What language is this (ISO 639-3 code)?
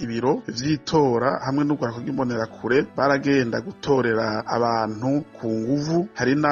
run